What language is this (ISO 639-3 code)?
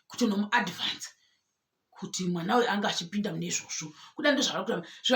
sna